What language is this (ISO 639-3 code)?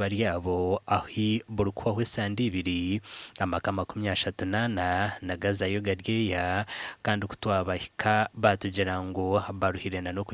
nyn